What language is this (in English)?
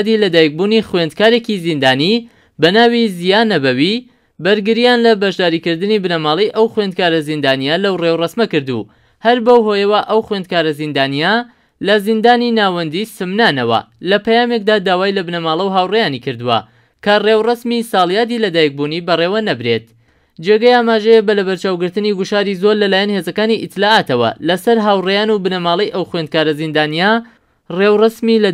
Central Kurdish